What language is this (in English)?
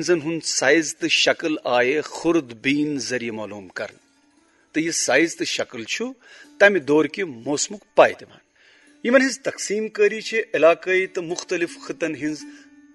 Kashmiri